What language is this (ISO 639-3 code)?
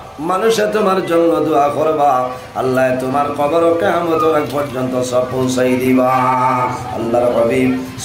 syl